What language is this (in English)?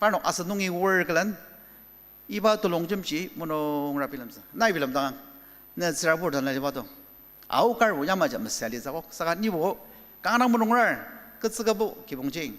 Ao Naga